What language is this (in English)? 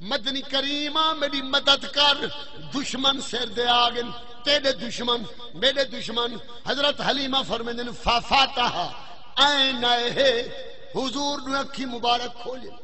Saraiki